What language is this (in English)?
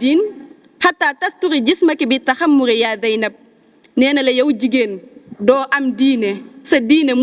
Wolof